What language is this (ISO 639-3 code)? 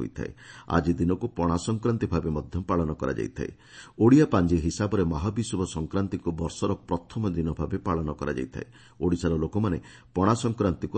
ori